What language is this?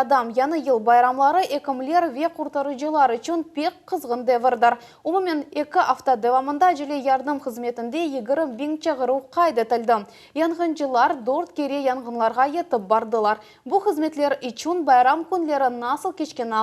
Crimean Tatar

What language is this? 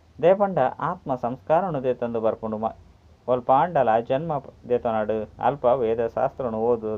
Tulu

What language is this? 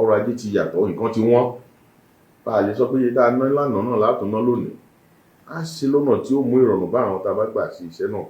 Yoruba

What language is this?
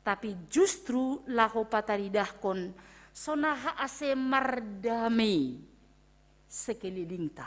Batak Simalungun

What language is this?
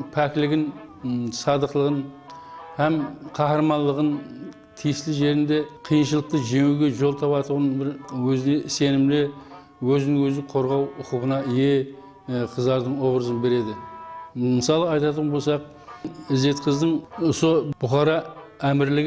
Kara-Kalpak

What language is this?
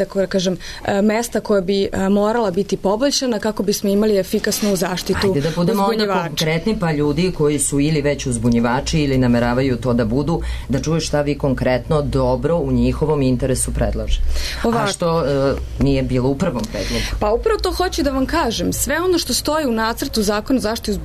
Serbian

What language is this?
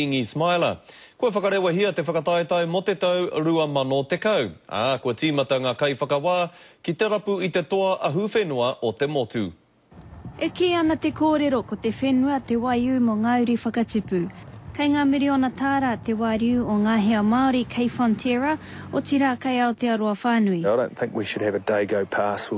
Māori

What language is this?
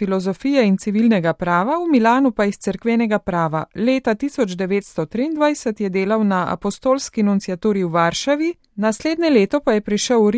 Slovenian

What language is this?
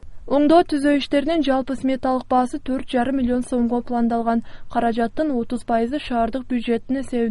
Kyrgyz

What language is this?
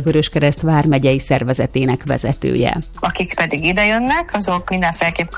Hungarian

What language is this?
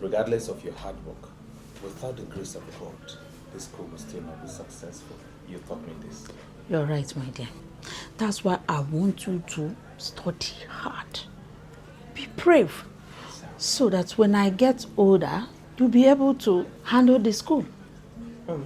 Nigerian Pidgin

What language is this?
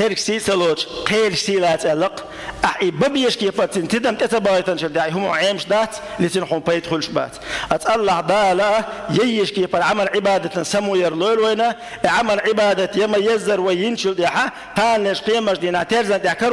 Chechen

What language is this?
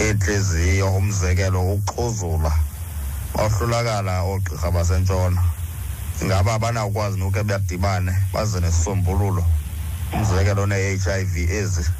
Xhosa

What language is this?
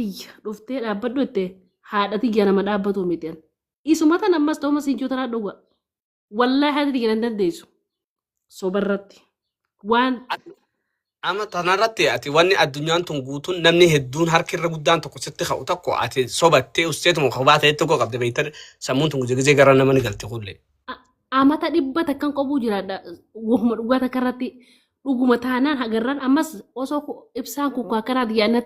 Oromo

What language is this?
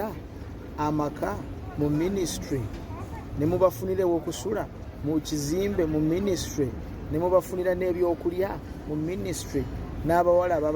Ganda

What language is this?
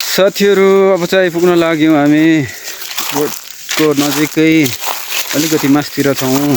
Nepali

